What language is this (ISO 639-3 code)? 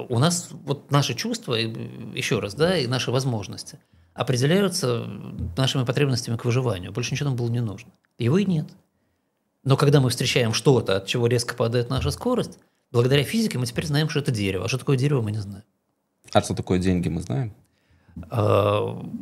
rus